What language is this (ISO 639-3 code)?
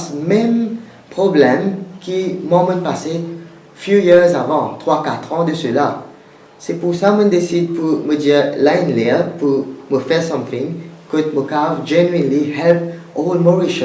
mfe